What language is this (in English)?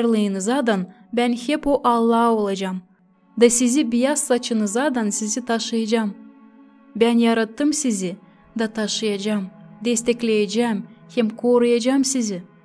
Gagauz